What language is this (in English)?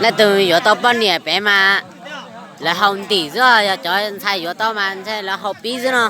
Hmong